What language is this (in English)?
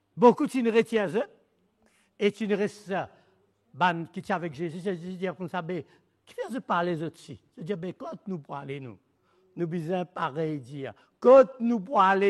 Morisyen